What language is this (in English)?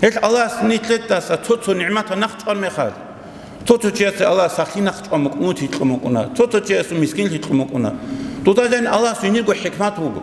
Avaric